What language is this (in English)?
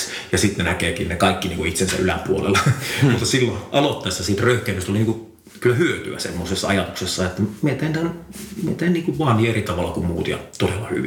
Finnish